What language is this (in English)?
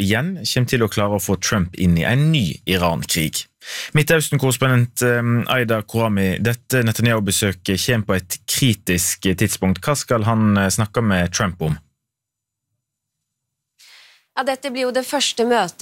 Norwegian